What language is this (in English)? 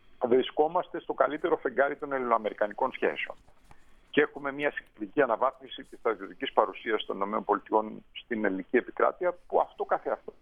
Greek